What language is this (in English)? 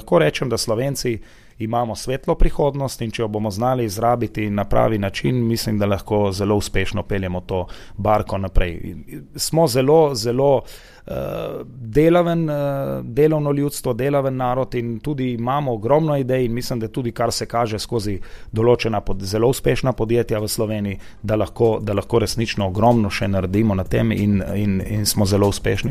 Slovenian